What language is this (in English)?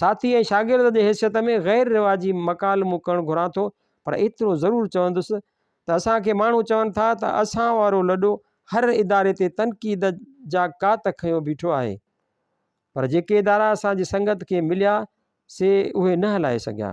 Sindhi